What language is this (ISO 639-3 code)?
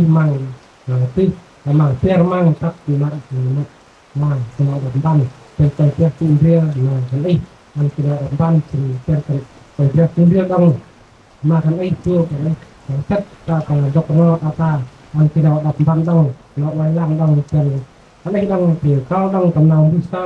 cmo